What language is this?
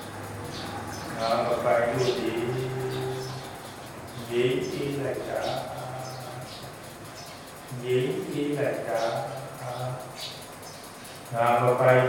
Burmese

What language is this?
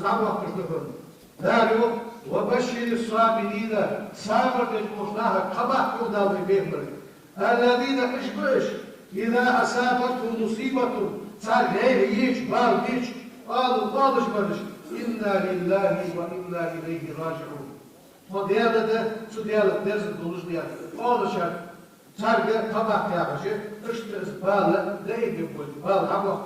Ingush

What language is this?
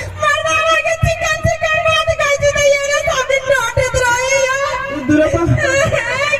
Maithili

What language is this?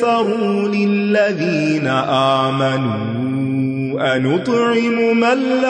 Urdu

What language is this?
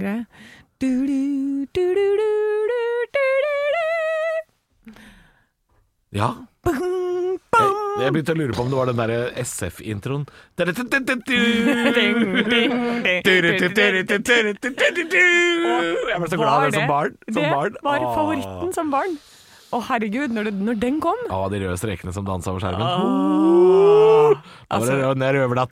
Norwegian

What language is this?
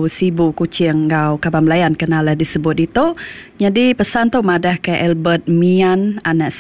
Iban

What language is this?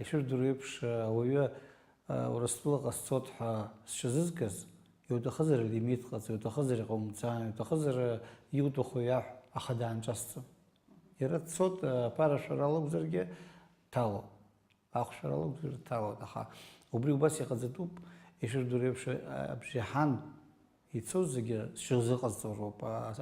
Abkhazian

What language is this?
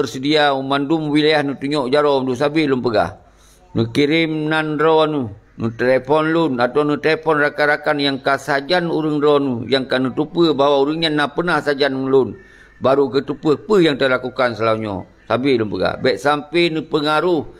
Achinese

